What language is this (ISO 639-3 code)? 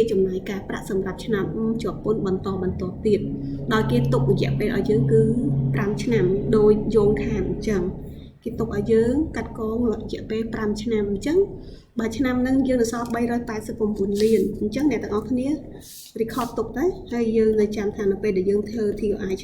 khm